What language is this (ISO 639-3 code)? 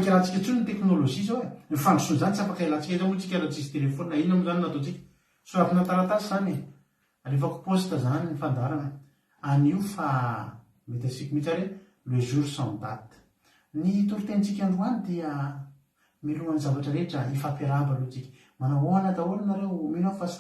mlg